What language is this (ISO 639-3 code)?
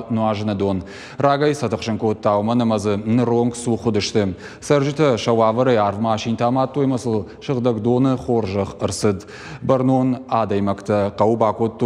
oss